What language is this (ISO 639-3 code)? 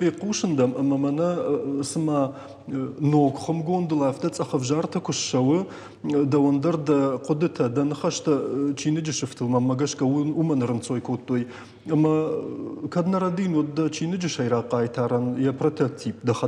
oss